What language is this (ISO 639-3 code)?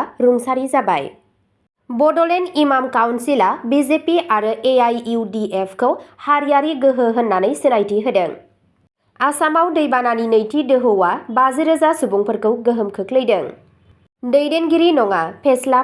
brx